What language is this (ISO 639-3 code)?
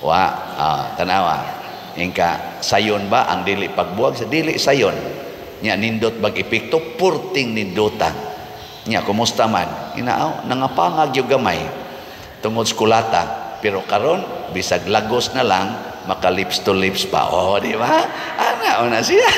ceb